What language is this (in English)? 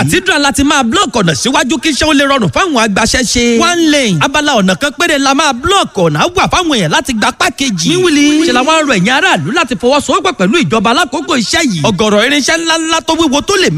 Yoruba